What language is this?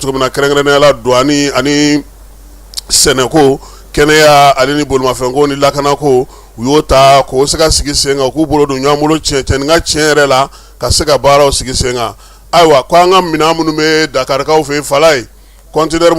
Bambara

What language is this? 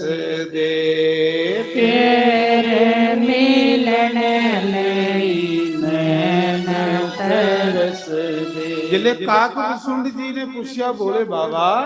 Dogri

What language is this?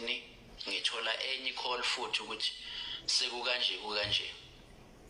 Zulu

